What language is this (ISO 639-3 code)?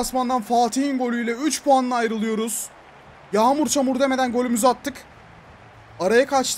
tur